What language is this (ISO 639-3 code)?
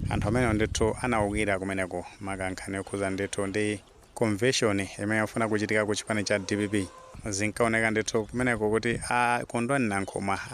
nya